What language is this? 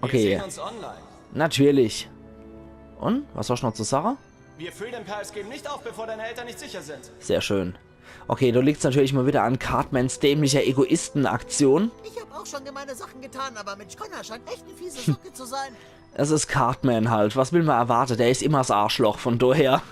Palatine German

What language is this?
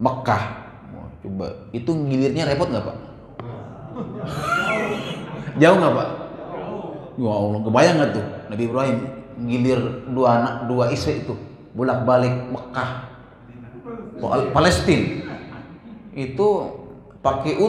Indonesian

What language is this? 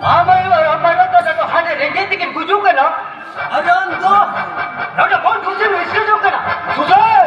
Santali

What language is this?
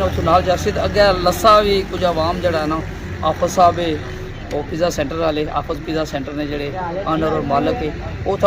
Pahari-Potwari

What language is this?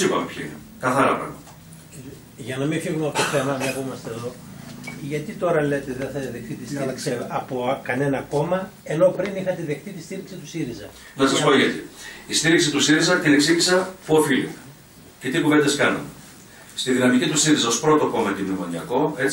Greek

